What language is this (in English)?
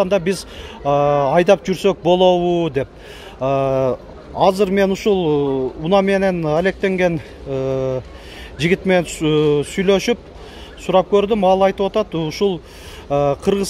Kyrgyz